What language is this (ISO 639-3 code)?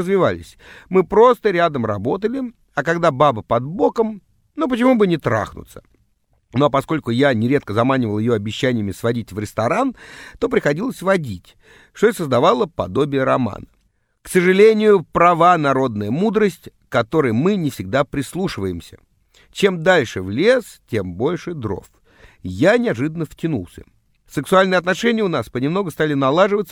rus